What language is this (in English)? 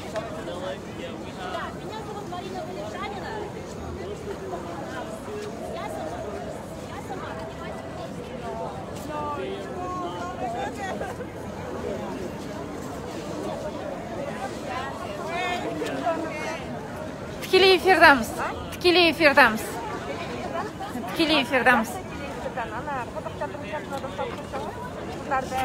Kazakh